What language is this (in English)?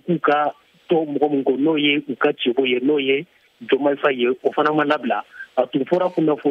Bambara